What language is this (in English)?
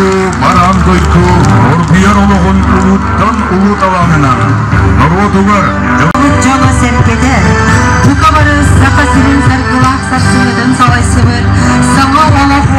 Yakut